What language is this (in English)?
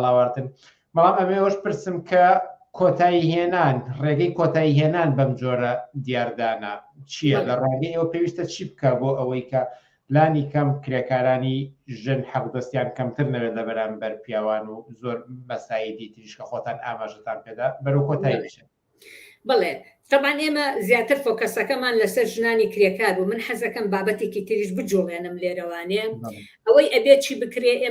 Central Kurdish